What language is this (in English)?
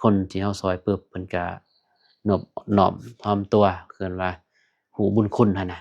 Lao